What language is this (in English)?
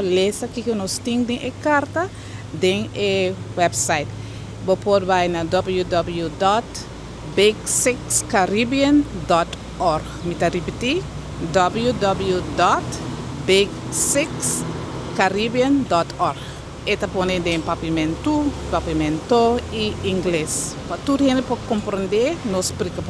Papiamento